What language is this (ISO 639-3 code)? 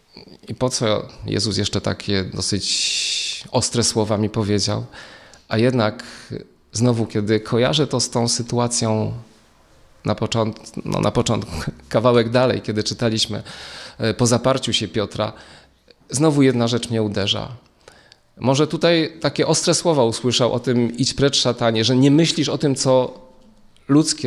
pol